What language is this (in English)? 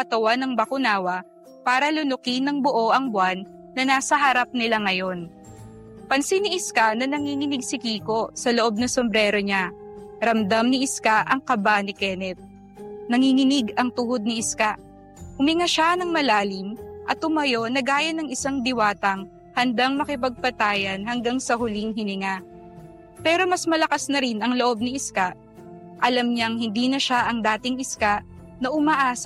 Filipino